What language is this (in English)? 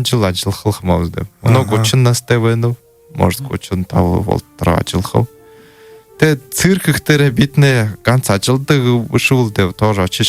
Buriat